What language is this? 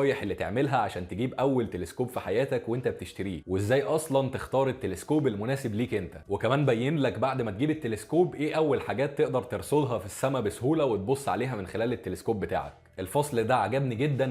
Egyptian Arabic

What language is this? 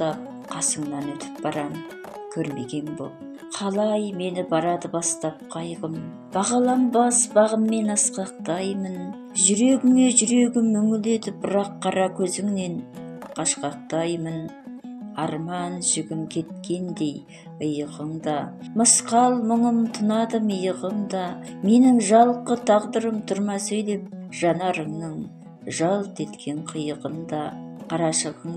Kazakh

